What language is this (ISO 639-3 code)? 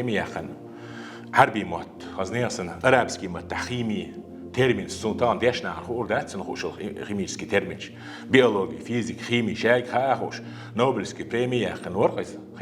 che